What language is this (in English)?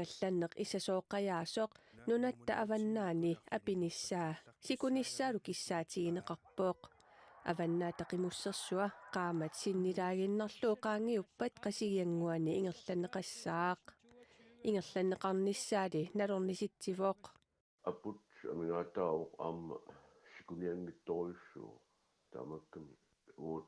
Kalaallisut